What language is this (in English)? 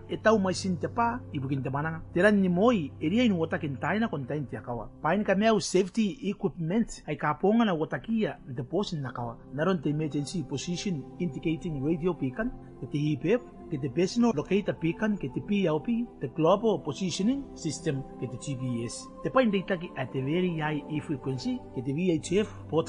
Gilbertese